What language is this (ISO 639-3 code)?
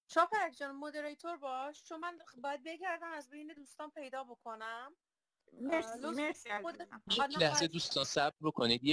fas